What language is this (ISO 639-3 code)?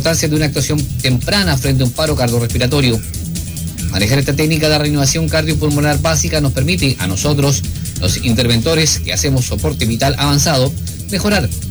spa